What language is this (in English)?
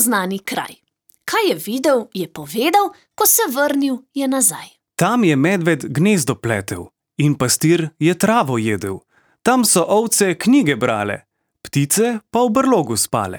Slovenian